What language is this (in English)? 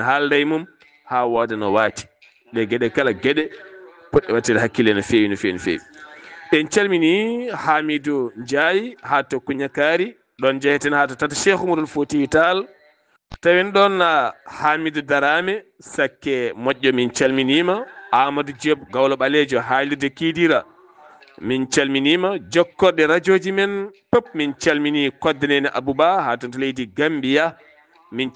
Fula